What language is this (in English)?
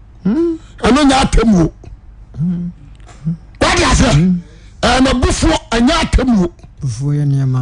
Akan